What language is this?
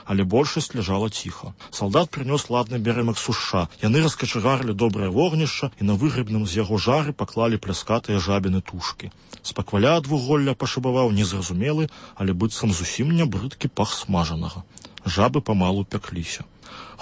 Belarusian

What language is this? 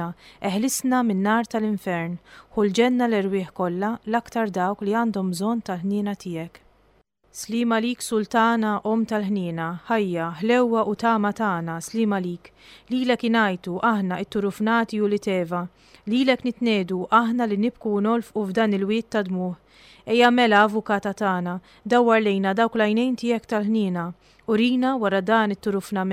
Maltese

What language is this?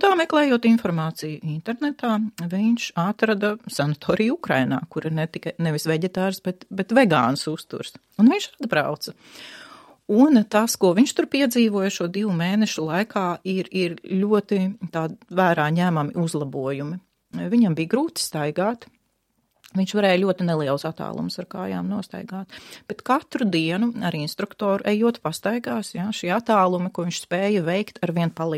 Latvian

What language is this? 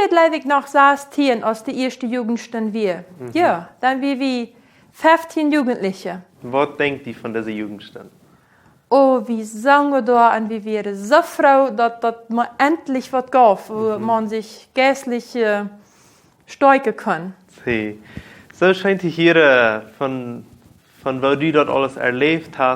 Plautdietsch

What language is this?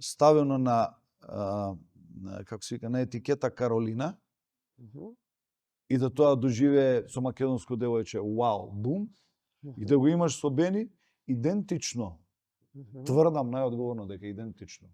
Macedonian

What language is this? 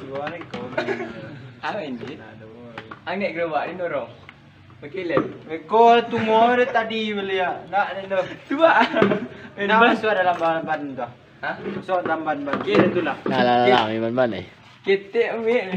Minangkabau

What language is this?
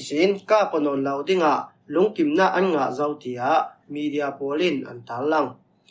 Falam Chin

